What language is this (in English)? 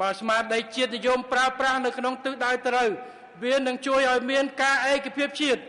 Khmer